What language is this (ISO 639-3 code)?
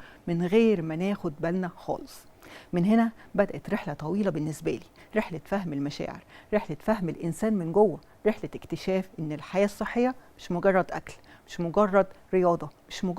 arz